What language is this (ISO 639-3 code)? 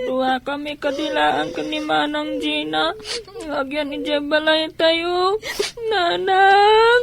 ilo